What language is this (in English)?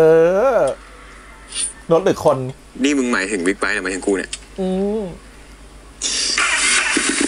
Thai